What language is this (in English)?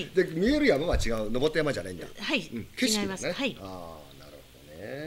Japanese